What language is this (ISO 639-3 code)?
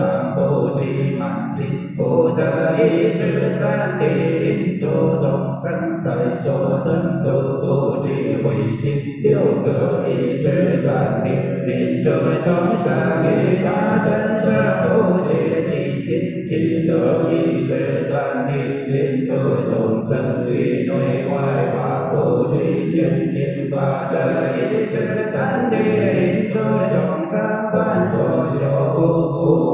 zho